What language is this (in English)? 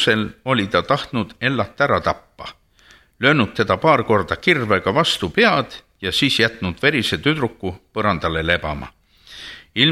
Estonian